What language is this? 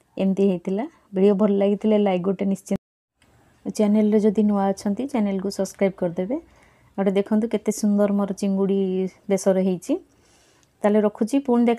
Odia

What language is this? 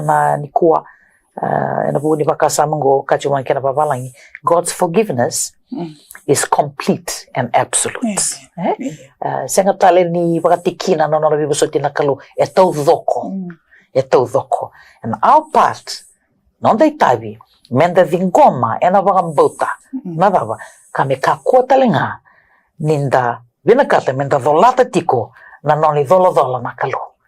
Fijian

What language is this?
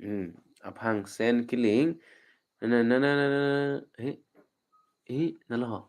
Karbi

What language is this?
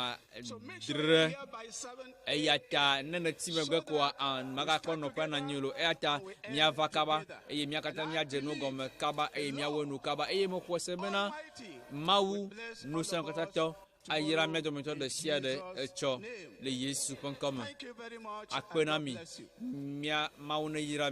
Ewe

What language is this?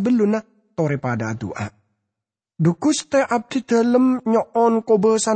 Madurese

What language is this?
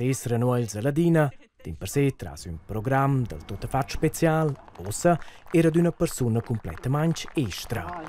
Romansh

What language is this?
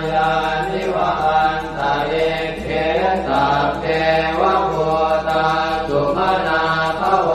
Pali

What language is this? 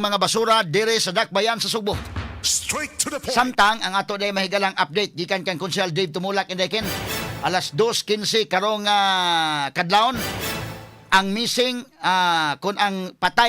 Cebuano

